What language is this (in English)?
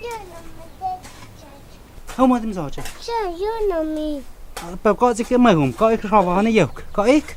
Totontepec Mixe